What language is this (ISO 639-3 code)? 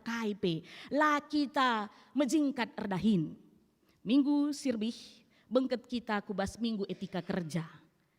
btx